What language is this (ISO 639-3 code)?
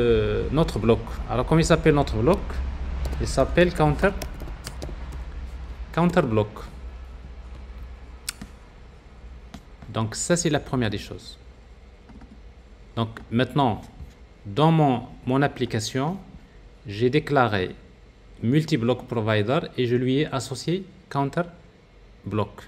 fra